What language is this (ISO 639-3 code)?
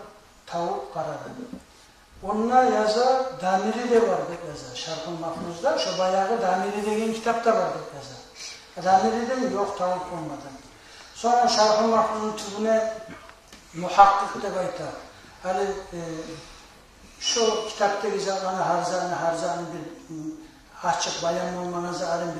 kum